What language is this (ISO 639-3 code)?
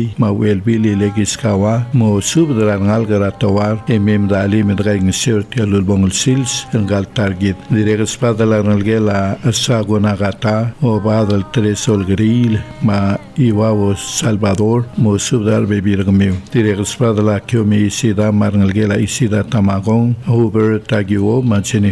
pau